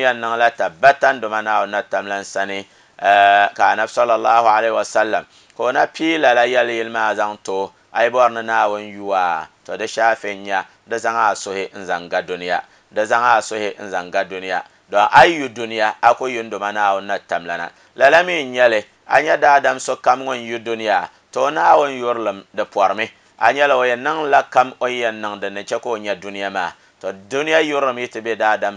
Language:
Dagbani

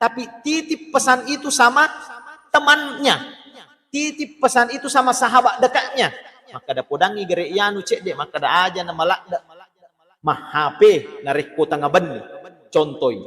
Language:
Buginese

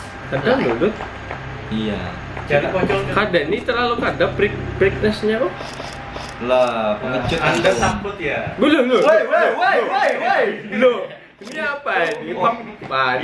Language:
Banjar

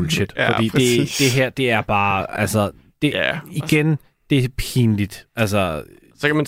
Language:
Danish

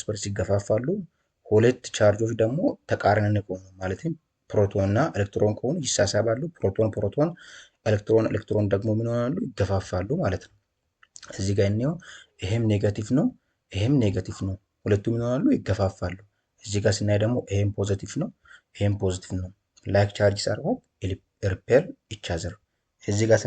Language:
Amharic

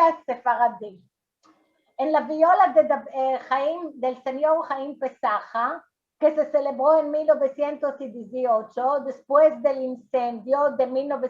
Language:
Ladino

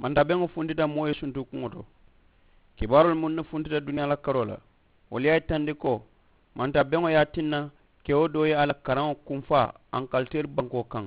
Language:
Mandingo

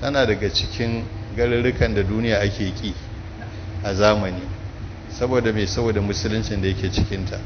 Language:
Hausa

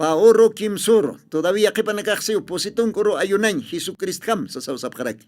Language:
Aymara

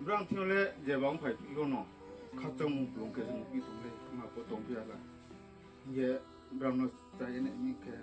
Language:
Riang (India)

